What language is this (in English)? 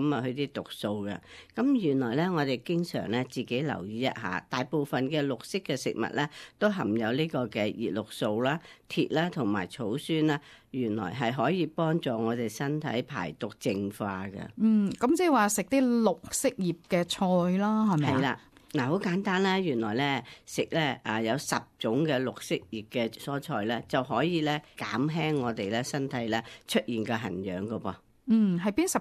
Cantonese